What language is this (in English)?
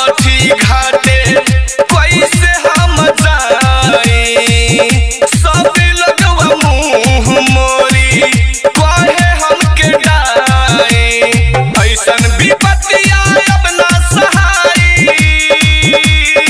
Bhojpuri